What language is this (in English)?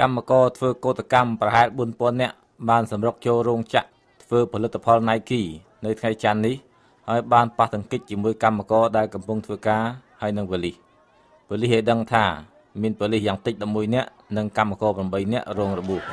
Khmer